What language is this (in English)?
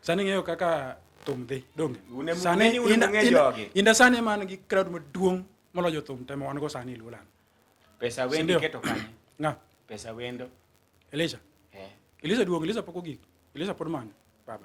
Luo (Kenya and Tanzania)